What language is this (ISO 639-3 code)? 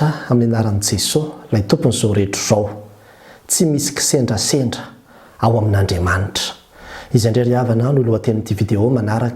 mlg